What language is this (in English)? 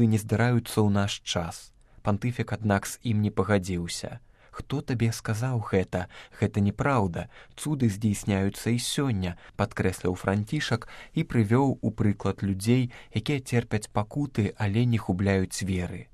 Belarusian